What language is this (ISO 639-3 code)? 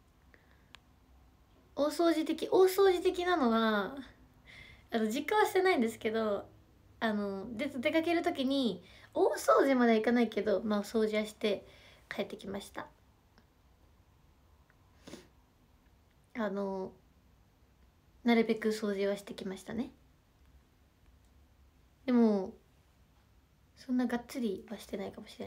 jpn